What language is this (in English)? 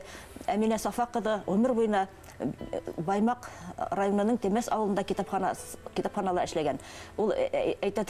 Bashkir